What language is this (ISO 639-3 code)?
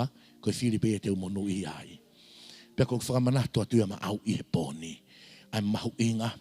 ton